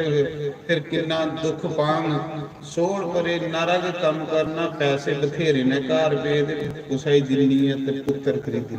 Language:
Dogri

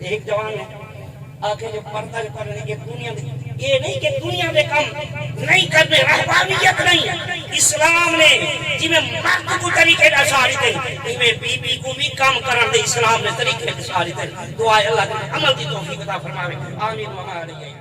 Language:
Saraiki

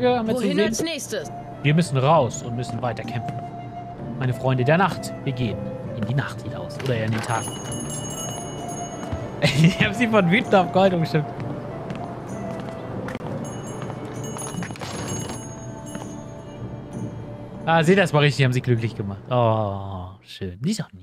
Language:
German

